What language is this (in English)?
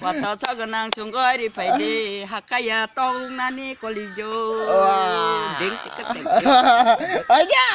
Kok Borok